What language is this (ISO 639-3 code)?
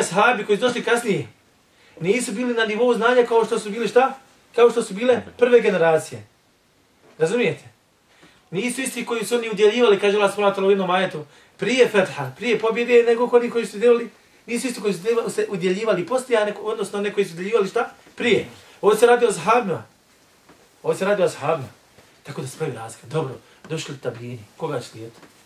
bos